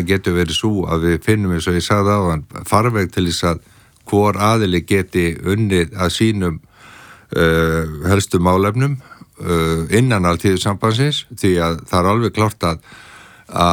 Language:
Icelandic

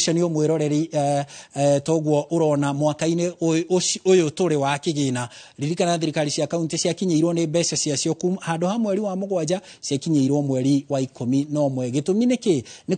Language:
Kikuyu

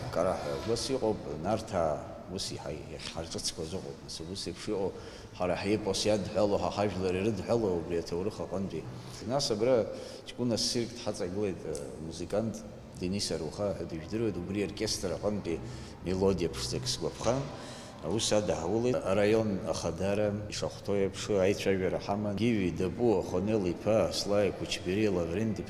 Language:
Abkhazian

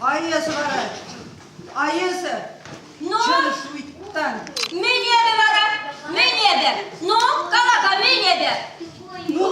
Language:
Chuvash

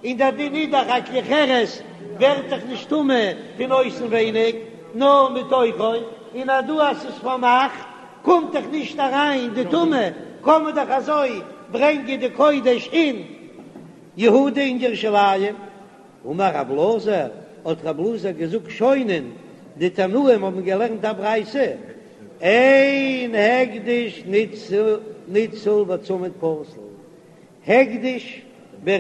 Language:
Yiddish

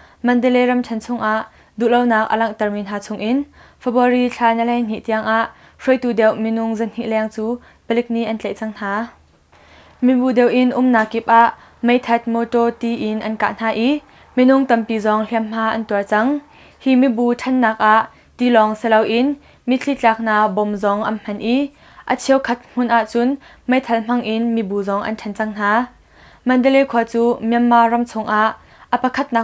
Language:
Hakha Chin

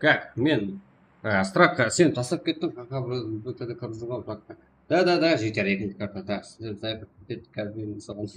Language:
Kara-Kalpak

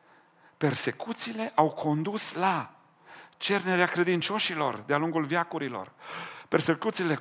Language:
Romanian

